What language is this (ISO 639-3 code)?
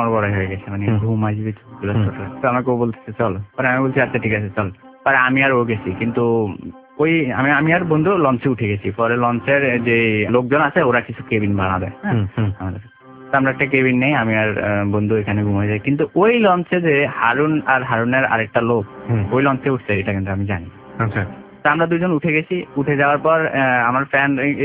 ben